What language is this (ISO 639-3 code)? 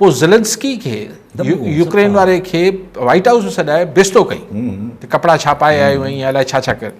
snd